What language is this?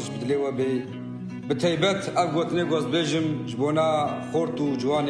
Kurdish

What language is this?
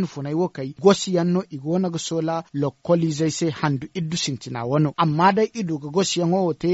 Zarma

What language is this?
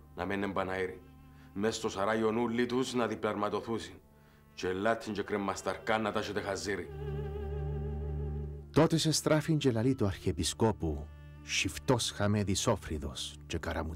Greek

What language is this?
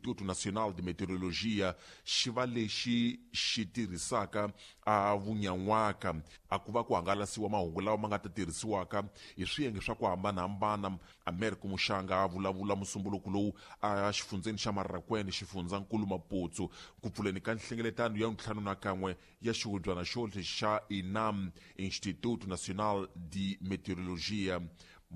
Tsonga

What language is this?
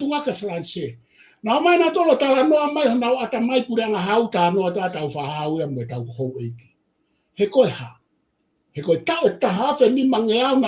Tongan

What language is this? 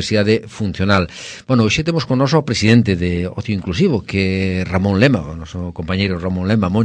Galician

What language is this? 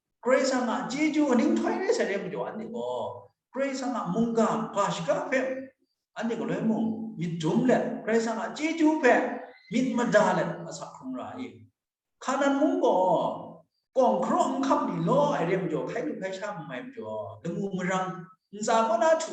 Kachin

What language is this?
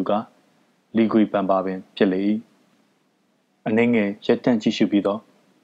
Burmese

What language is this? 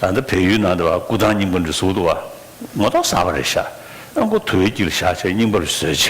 Tibetan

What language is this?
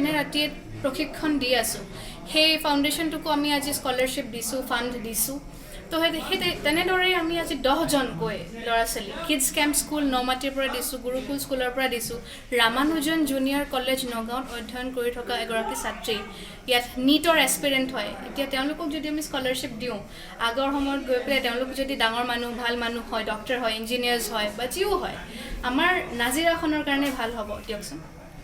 Assamese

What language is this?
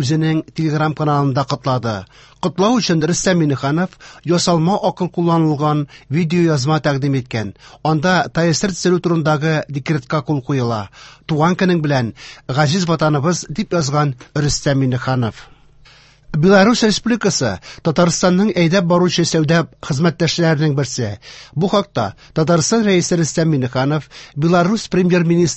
Tatar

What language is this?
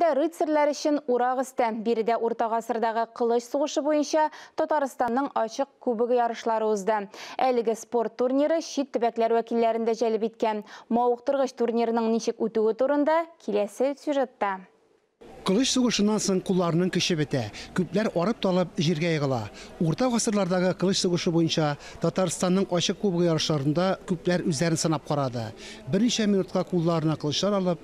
Tatar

